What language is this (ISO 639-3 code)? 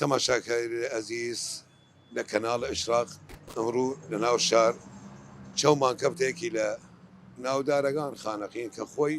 sdh